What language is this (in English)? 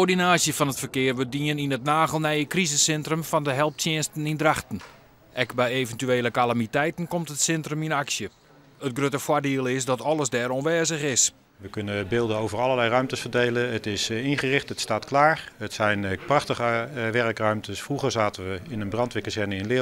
Western Frisian